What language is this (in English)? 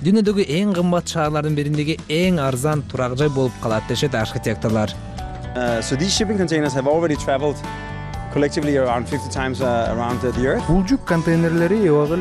Kyrgyz